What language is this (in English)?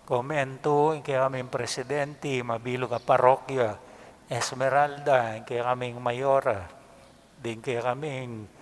Pampanga